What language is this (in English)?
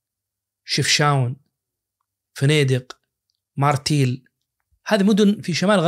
Najdi Arabic